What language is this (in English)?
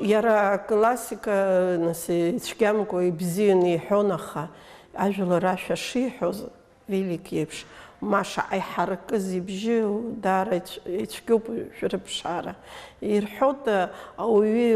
Abkhazian